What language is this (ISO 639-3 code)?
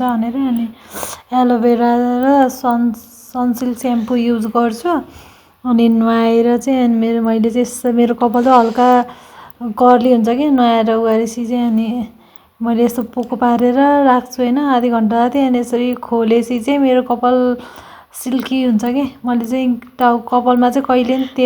nep